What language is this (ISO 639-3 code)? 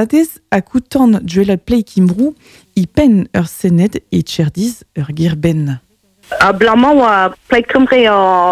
bre